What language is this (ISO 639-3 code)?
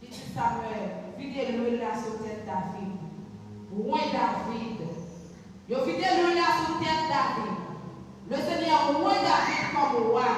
hat